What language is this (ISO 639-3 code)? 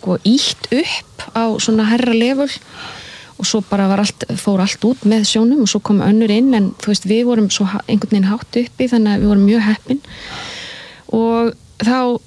isl